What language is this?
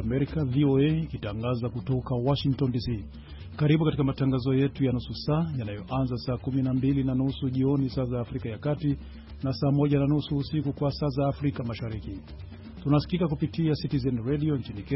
Swahili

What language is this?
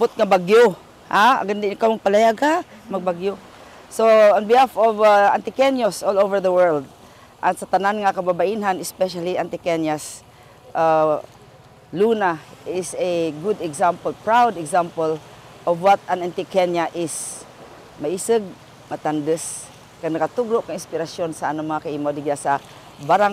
Kinaray-a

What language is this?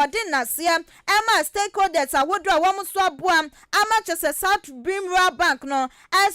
Akan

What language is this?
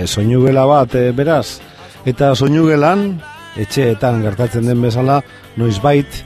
Basque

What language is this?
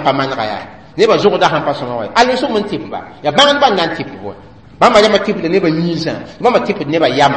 Mossi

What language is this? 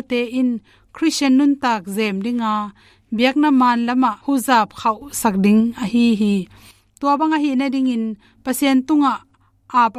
Tedim Chin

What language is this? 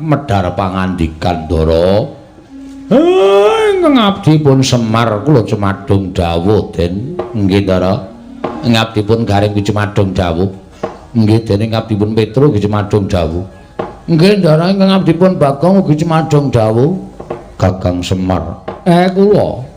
Javanese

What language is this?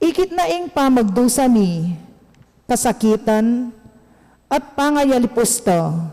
Pampanga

